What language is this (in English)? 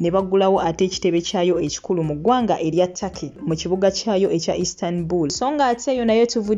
Ganda